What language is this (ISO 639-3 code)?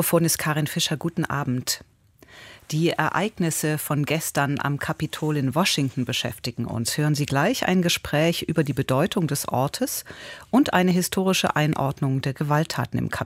deu